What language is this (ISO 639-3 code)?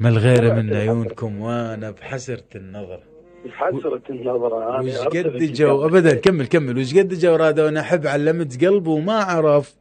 acm